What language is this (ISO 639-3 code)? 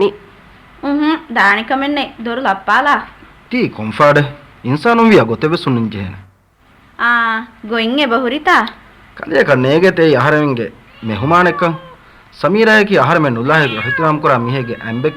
div